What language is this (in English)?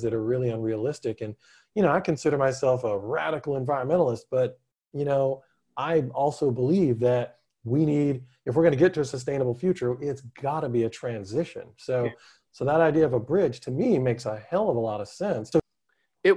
English